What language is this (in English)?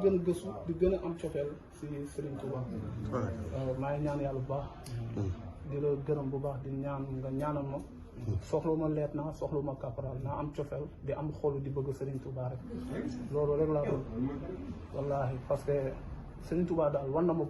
Wolof